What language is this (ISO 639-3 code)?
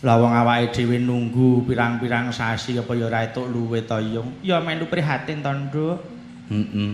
jav